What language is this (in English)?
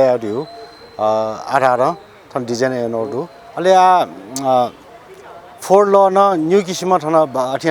Newari